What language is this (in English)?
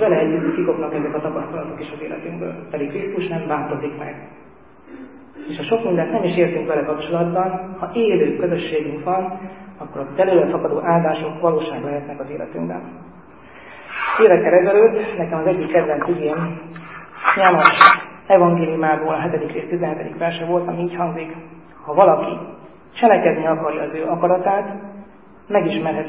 Hungarian